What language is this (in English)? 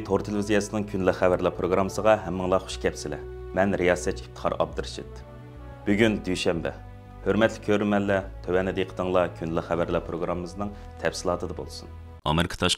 Uyghur